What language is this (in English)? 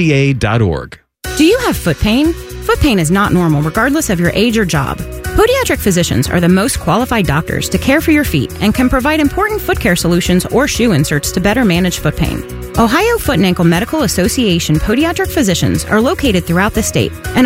English